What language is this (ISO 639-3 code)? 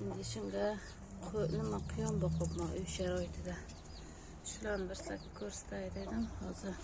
uzb